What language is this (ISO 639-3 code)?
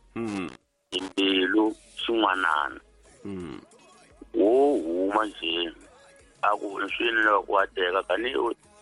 tso